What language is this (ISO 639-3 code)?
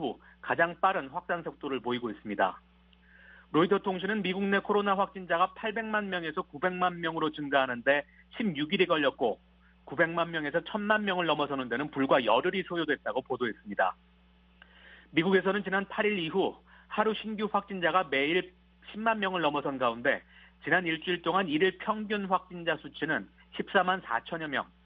kor